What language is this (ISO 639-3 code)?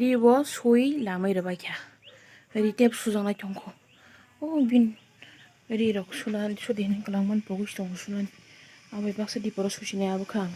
trp